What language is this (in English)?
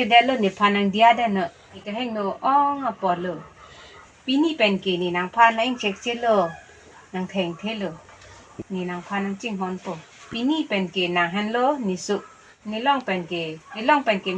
Karbi